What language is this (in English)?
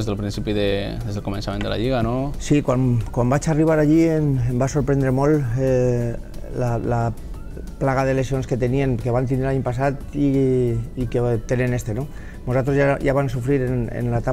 Catalan